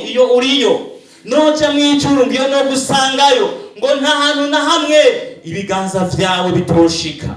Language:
Rundi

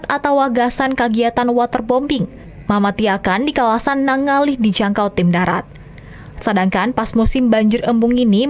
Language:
Banjar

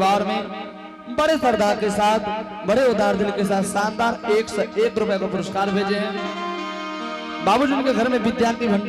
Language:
Angika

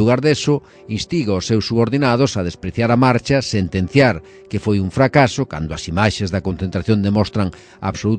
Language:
Galician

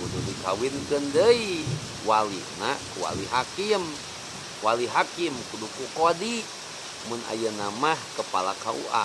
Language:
Sundanese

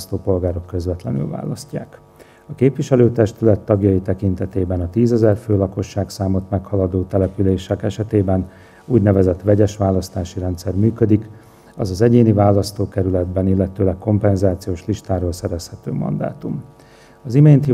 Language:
Hungarian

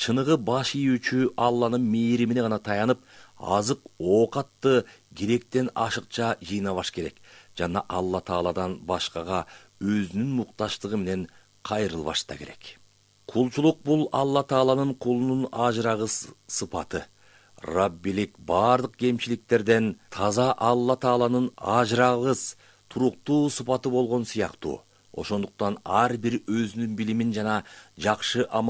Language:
Kyrgyz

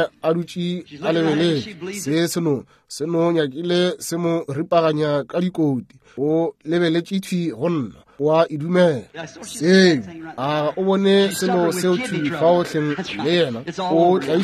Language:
Northern Sotho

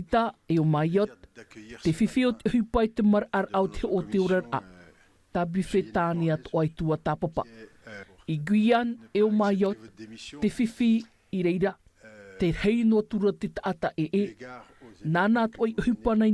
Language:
Tahitian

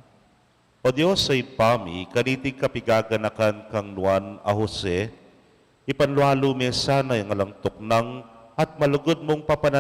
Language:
Pampanga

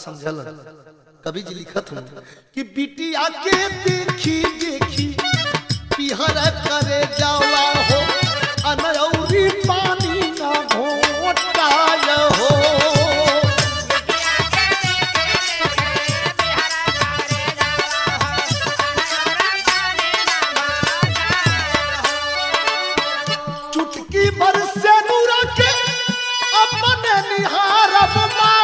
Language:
Bhojpuri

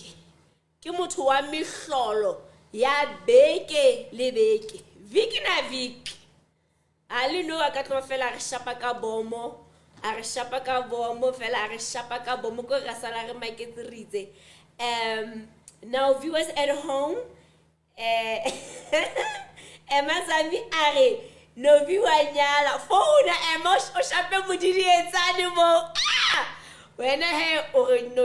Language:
Southern Sotho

